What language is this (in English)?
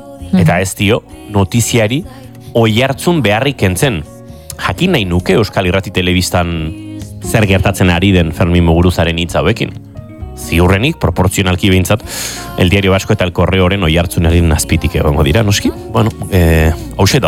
Basque